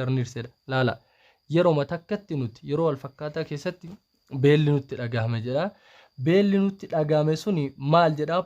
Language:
Oromo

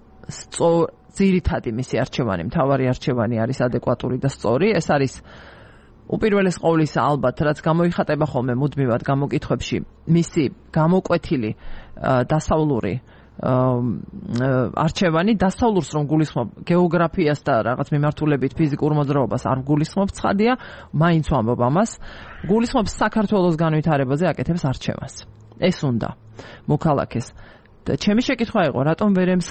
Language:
Georgian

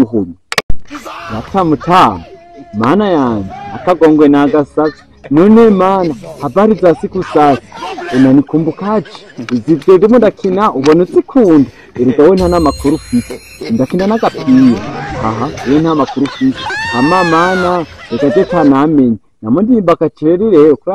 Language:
Rundi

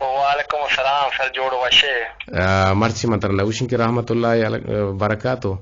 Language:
Eastern Balochi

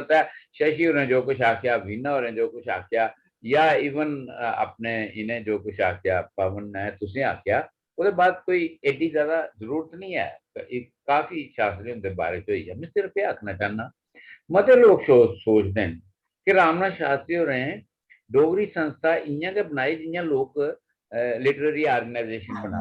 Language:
Dogri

